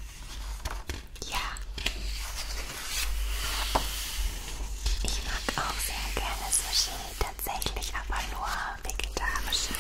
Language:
German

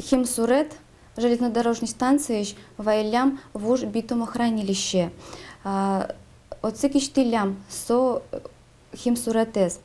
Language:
Udmurt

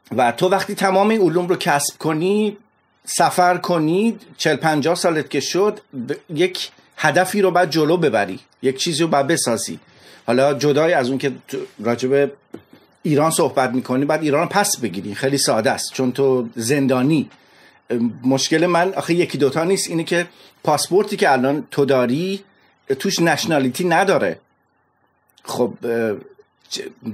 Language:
Persian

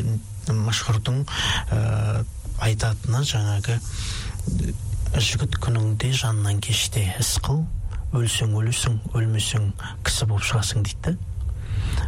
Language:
Kazakh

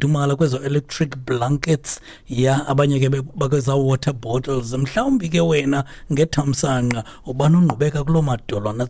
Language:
Xhosa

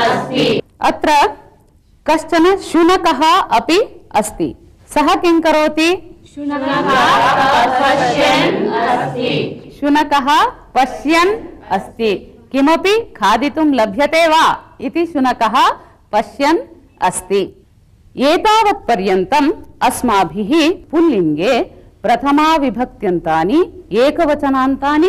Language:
Sanskrit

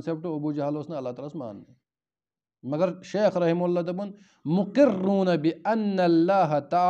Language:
Kashmiri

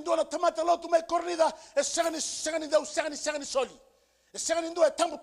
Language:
Fijian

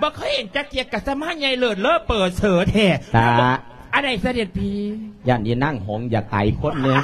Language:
Lao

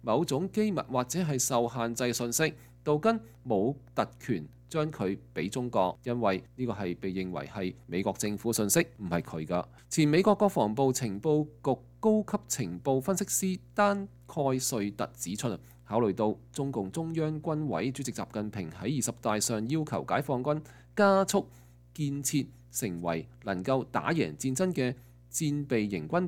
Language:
Cantonese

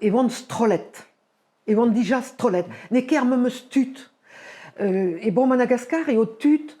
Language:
Breton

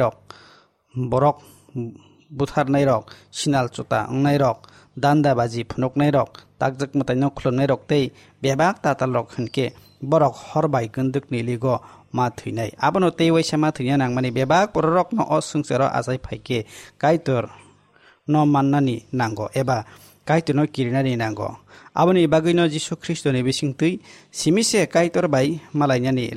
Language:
Kok Borok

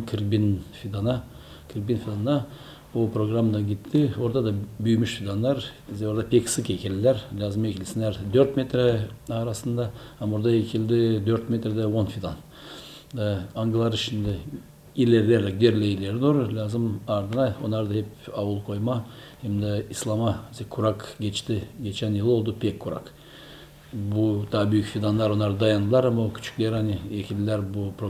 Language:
Gagauz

